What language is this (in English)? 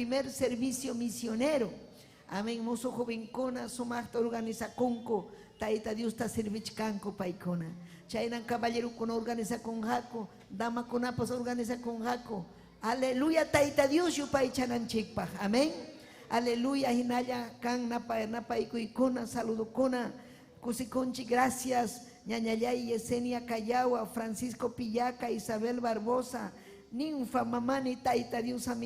Ayacucho Quechua